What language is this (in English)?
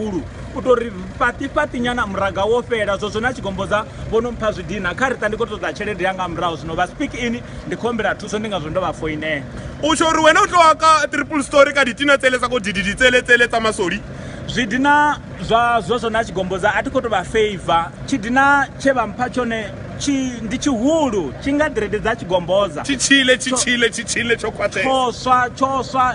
Venda